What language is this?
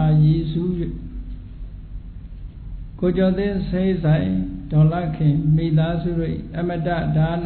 Burmese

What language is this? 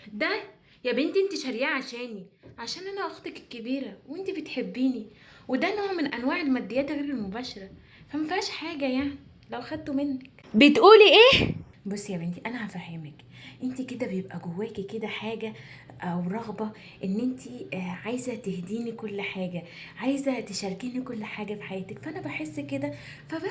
Egyptian Arabic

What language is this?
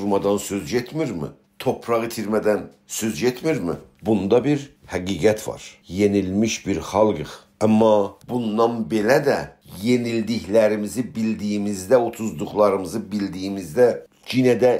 South Azerbaijani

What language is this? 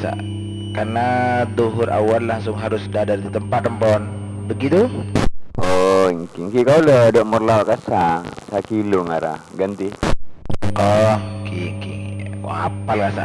Madurese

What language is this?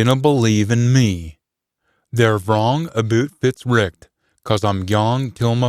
Scots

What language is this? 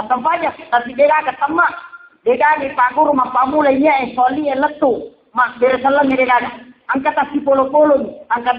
Buginese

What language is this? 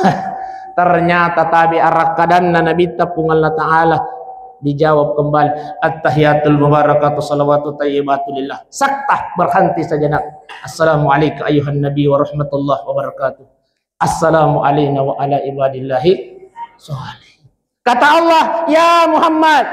Buginese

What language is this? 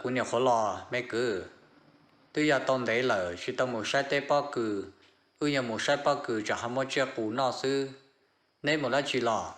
Hmong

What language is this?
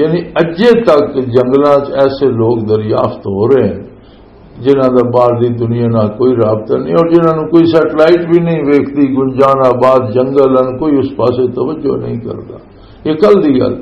Western Panjabi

